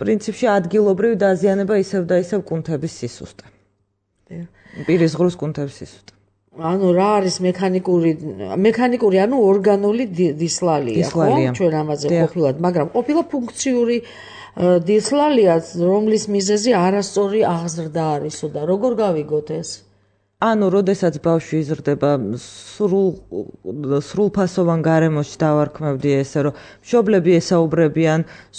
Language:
Georgian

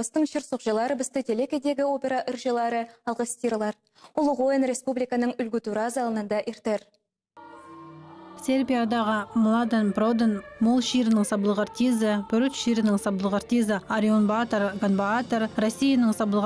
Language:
Khakas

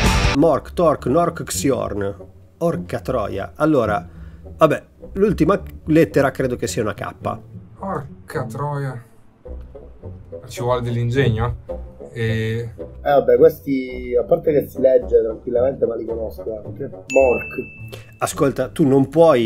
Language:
Italian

